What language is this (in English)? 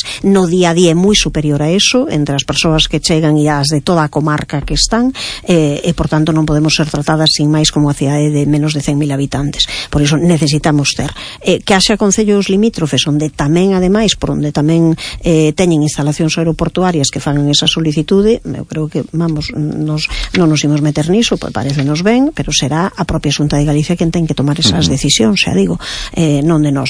Galician